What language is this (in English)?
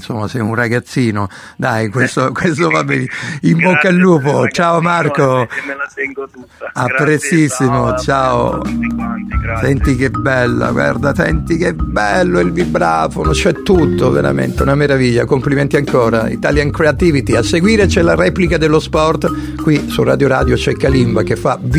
Italian